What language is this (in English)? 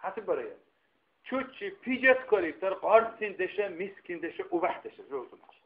Dargwa